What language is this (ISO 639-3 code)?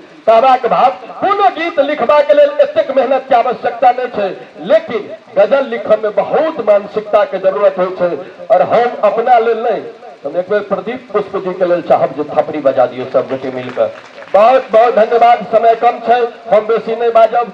mai